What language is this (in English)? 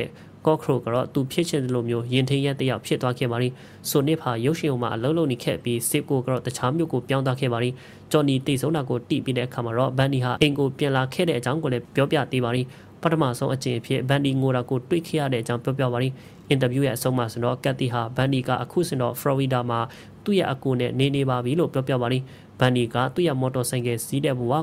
Burmese